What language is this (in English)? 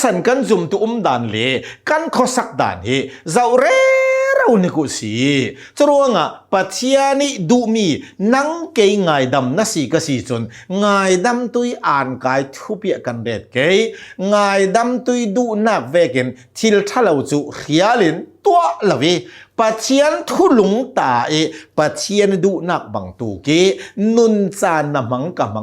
Hakha Chin